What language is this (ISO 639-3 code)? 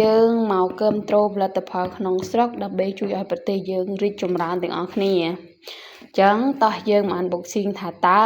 khm